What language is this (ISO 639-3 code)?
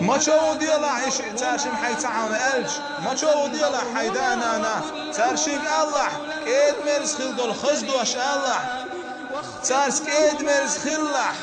che